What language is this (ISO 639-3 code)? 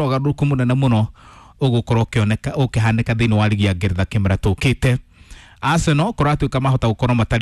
kik